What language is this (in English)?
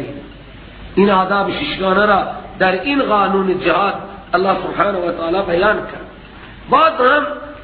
Persian